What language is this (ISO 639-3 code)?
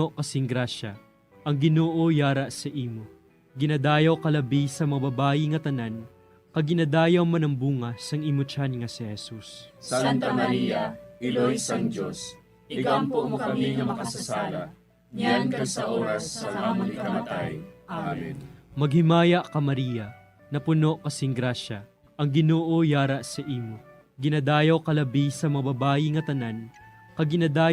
hil